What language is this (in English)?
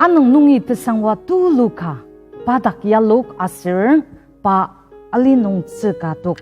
Ao Naga